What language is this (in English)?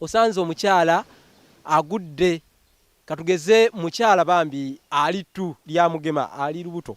Ganda